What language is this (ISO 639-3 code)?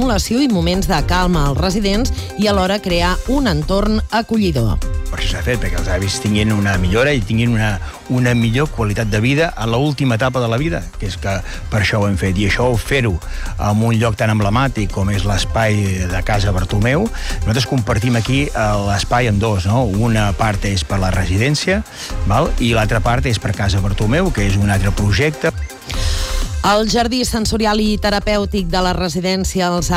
cat